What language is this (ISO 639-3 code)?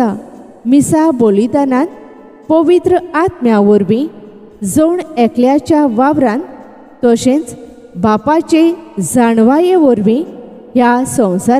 kok